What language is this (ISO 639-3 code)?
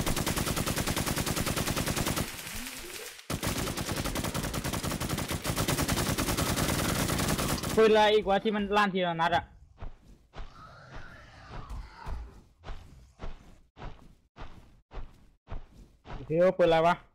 tha